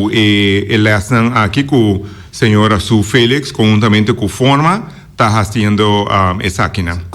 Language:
Papiamento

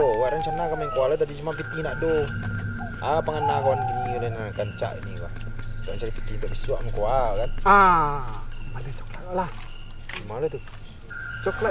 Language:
Minangkabau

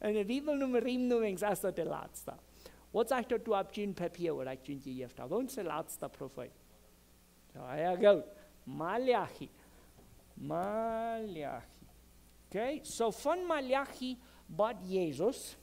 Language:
Plautdietsch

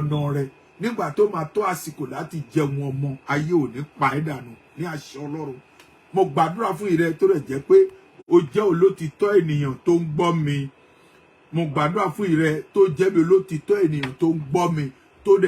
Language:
Yoruba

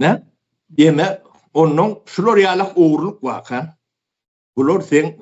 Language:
Turkmen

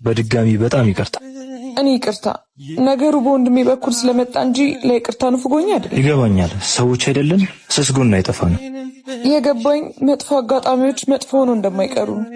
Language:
Amharic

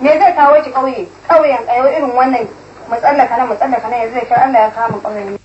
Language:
Hausa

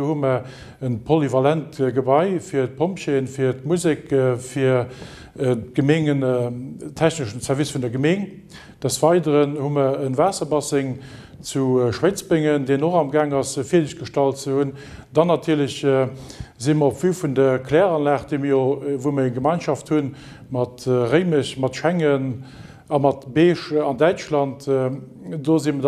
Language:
Luxembourgish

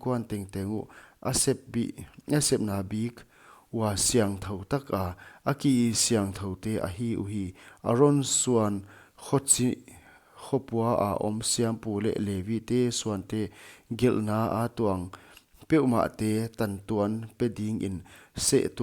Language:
Paite Chin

